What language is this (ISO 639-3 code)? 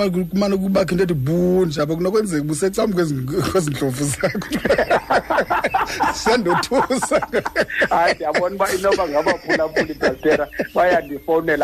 xho